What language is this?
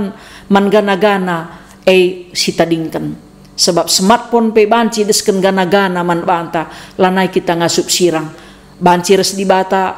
Batak Karo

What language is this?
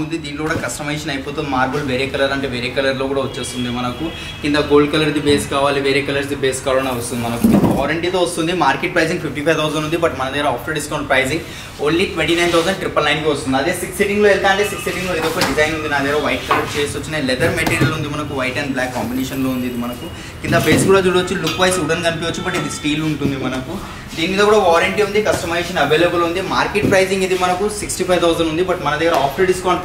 Telugu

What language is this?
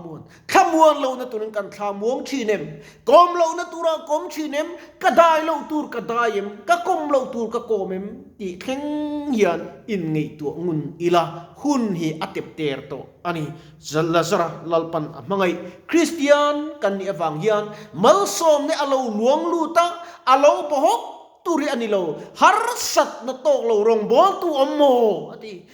Mizo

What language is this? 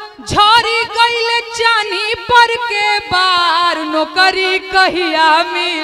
Bhojpuri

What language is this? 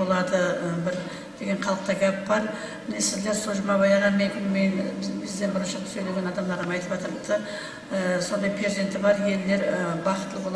Kara-Kalpak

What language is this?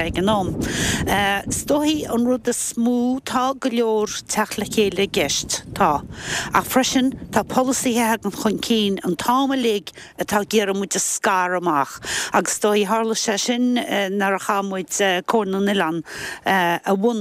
Irish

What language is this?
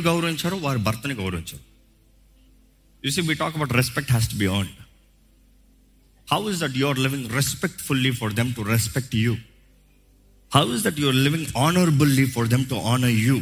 Telugu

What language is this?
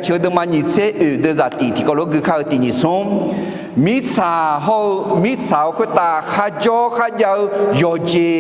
Akha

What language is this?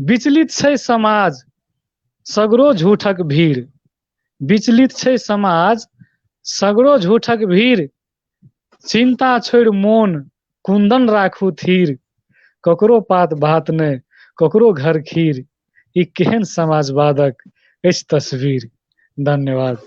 Maithili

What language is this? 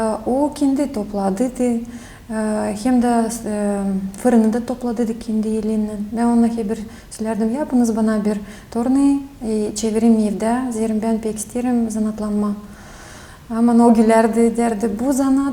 Gagauz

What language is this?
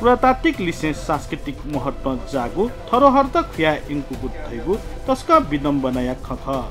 Newari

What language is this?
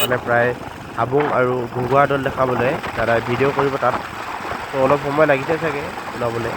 Assamese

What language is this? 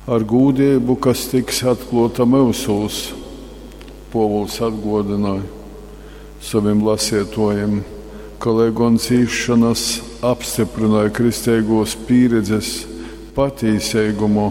Latgalian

